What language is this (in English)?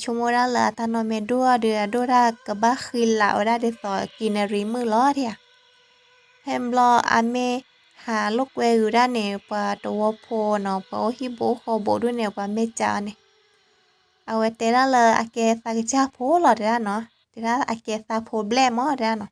S'gaw Karen